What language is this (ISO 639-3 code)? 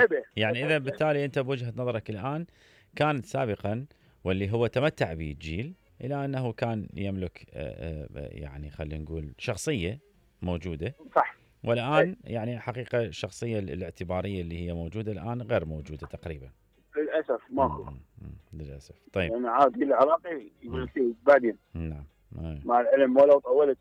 acm